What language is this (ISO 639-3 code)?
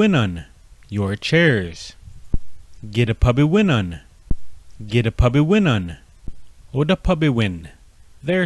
ciw